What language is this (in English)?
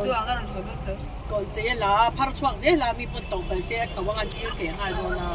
Mizo